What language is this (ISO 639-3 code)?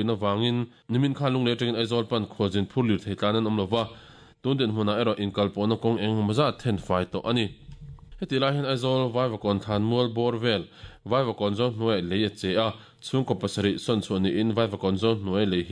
lus